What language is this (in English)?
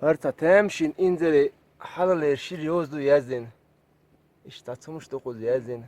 Chechen